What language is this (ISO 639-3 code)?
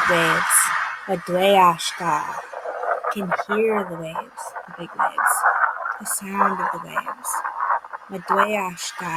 oji